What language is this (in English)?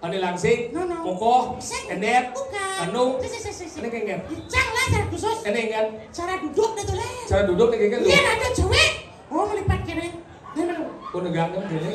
Balinese